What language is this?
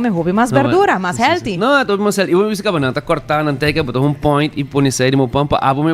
Papiamento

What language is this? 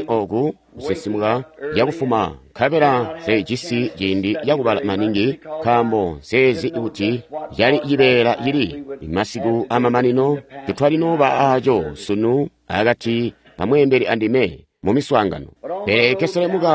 Tonga (Zambia)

